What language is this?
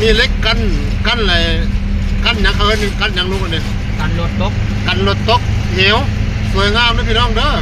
Northeastern Thai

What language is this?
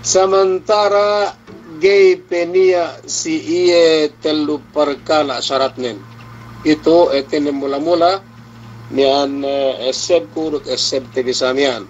Yakan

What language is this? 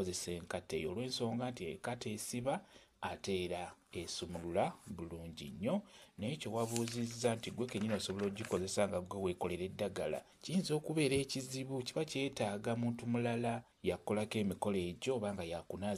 Ganda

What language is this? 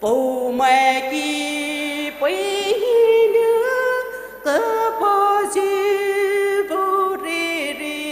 Poumei Naga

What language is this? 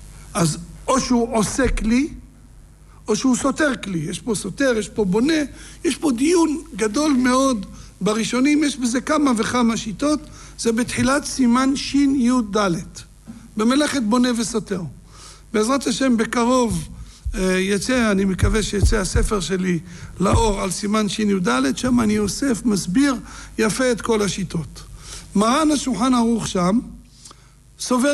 Hebrew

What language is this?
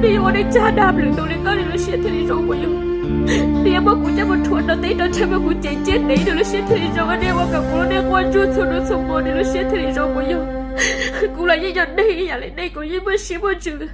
Hmong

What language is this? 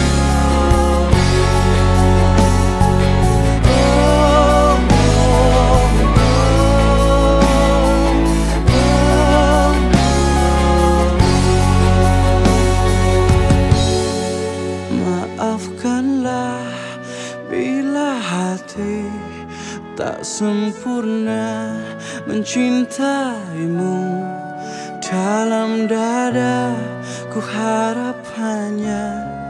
Indonesian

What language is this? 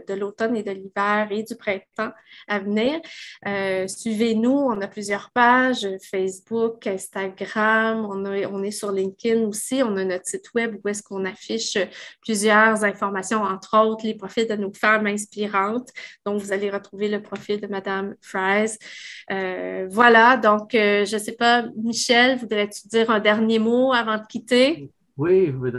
French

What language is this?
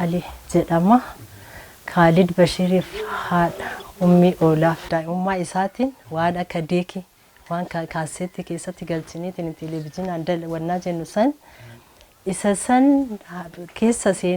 Oromo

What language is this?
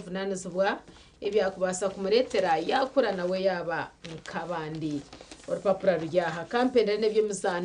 Nyankole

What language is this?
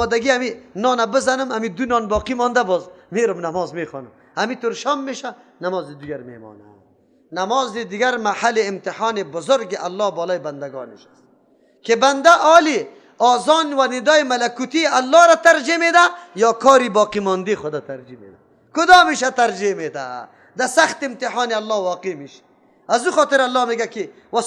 Persian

